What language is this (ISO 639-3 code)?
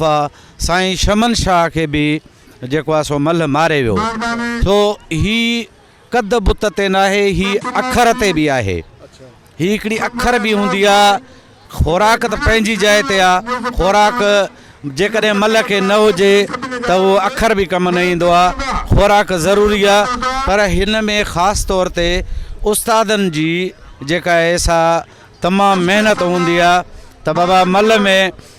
snd